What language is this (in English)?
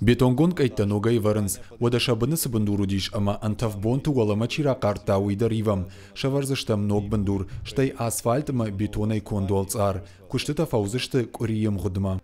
Ossetic